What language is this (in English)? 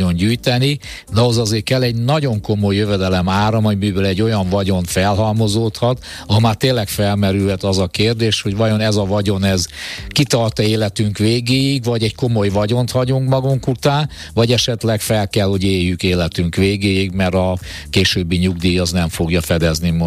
Hungarian